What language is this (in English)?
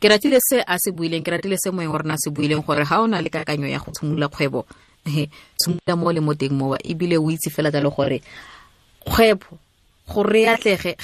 Tswana